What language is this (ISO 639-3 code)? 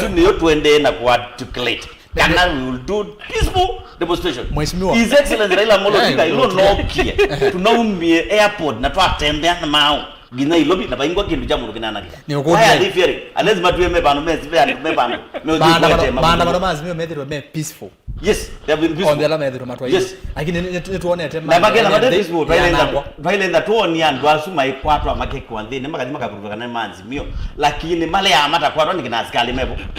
kam